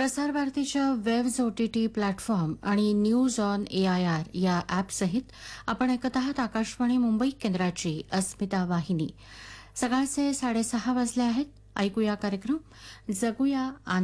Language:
Marathi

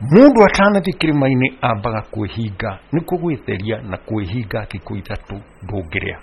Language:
Kikuyu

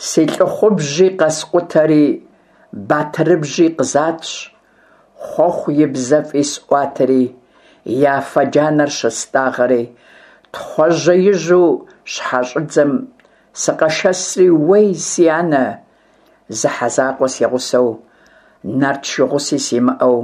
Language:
Kabardian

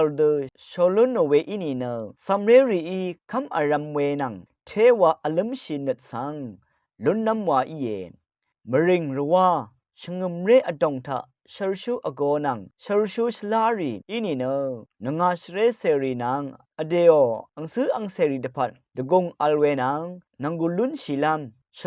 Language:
Rawang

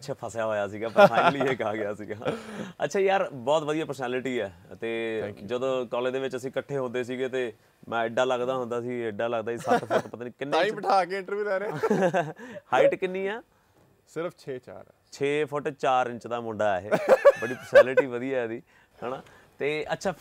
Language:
Punjabi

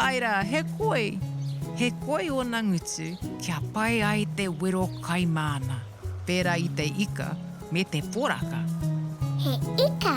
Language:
Māori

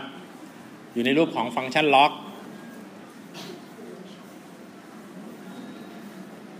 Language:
Thai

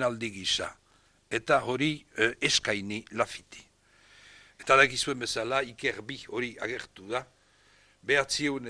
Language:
Basque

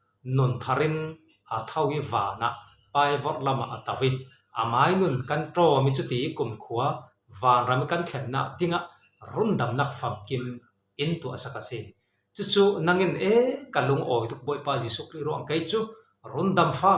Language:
Falam Chin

